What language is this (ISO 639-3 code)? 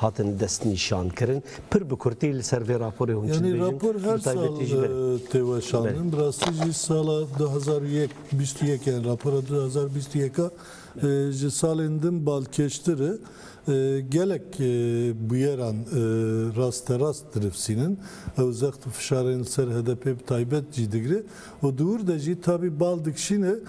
kur